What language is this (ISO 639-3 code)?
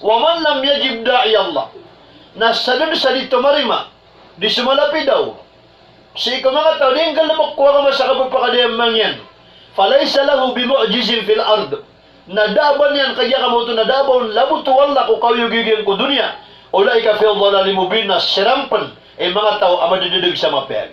mrw